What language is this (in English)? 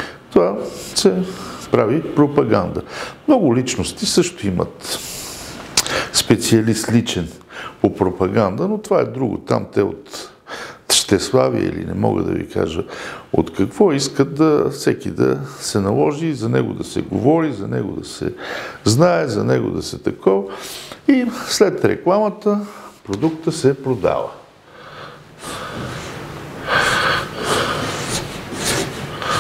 Bulgarian